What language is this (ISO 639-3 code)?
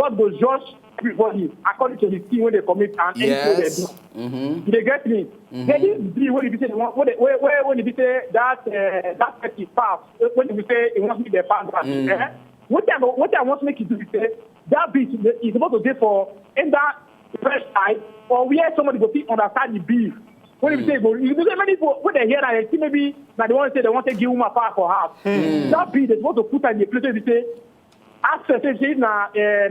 pcm